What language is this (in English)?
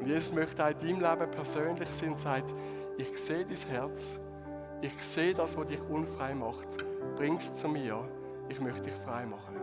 Swiss German